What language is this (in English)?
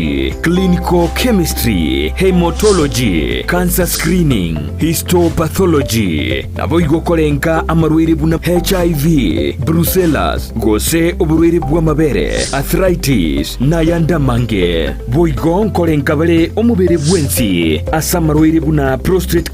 Gusii